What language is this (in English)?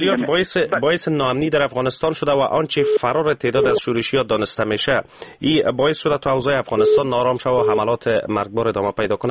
Persian